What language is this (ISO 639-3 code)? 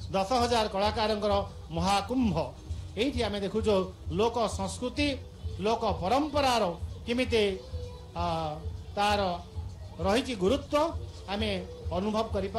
ori